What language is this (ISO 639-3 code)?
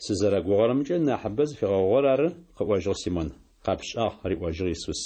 ady